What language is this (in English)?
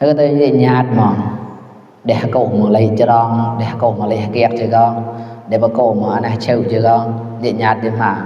Mon